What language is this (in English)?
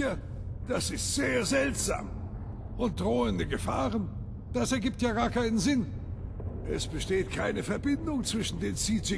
Bavarian